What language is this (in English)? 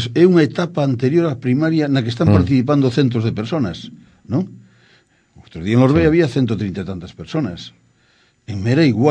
Galician